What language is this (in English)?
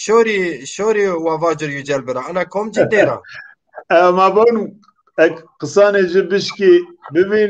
Zaza